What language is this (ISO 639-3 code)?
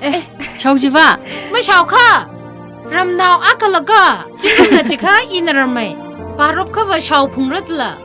nmf